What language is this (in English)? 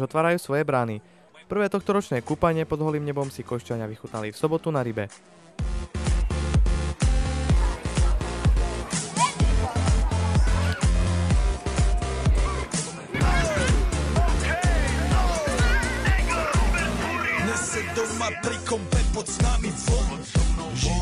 Slovak